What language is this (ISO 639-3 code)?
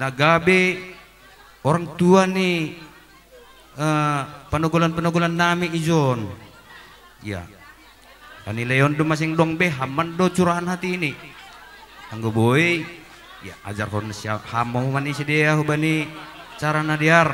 bts